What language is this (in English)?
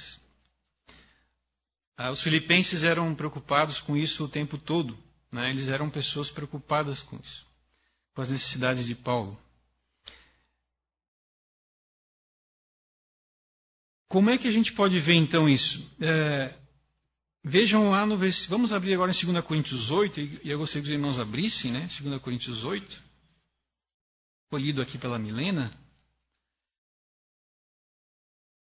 Portuguese